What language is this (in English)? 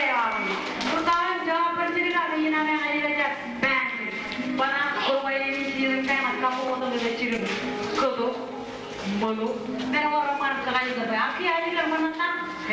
Marshallese